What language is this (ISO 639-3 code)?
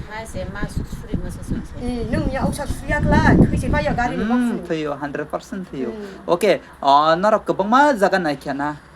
trp